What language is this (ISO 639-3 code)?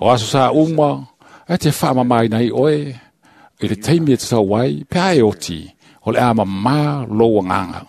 smo